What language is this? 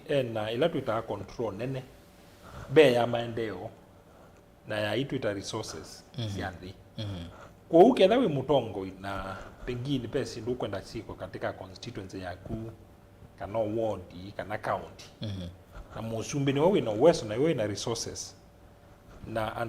Kamba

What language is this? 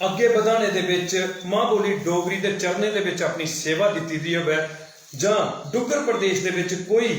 Dogri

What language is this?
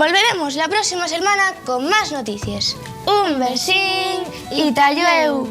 Asturian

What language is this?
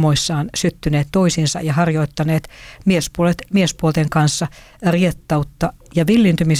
Finnish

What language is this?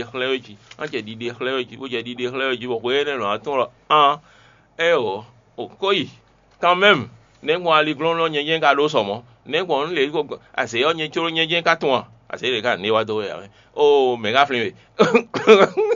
Fon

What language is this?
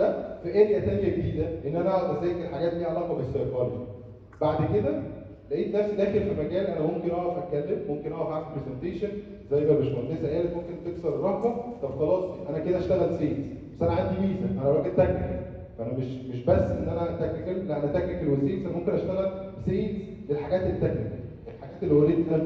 Egyptian Arabic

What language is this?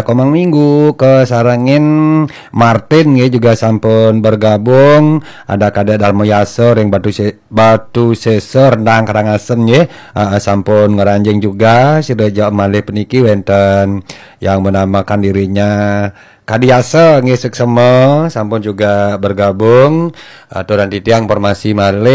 Balinese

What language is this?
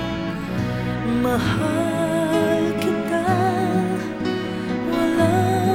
Filipino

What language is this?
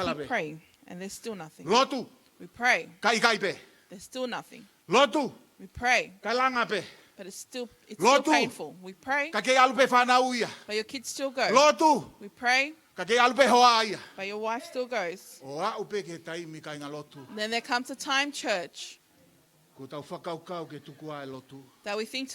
Tongan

